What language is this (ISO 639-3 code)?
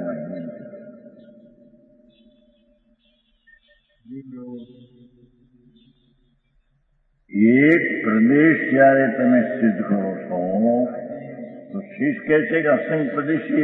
guj